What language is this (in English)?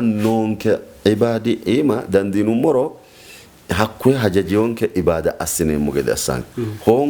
Sidamo